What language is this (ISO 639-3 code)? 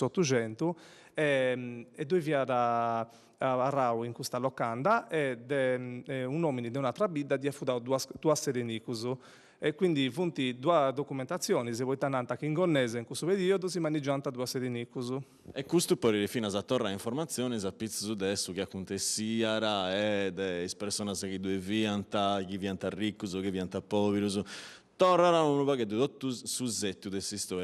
srd